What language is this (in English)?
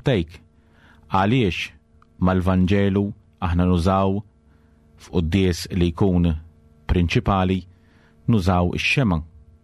Maltese